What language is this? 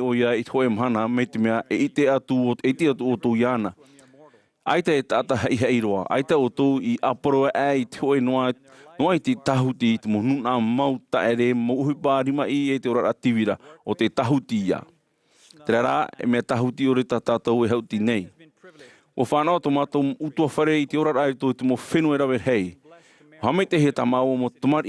Tahitian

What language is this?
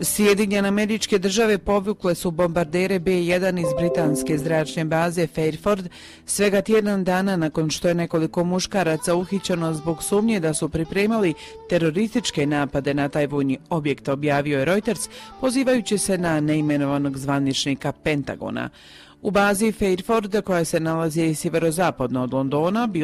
Croatian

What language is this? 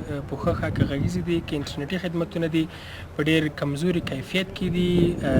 Pashto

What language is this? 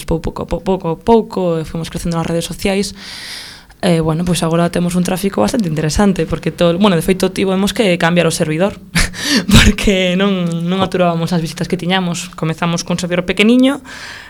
Galician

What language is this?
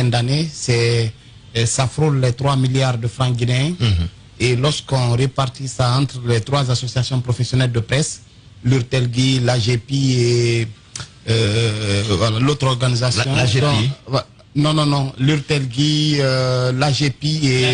French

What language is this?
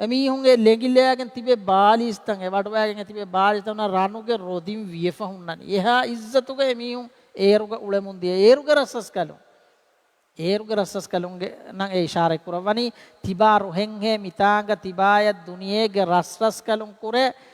Divehi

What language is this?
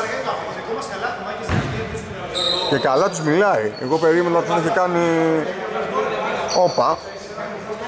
Greek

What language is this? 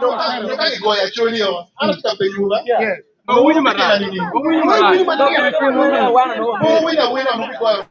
Acoli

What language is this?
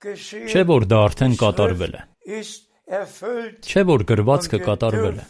Armenian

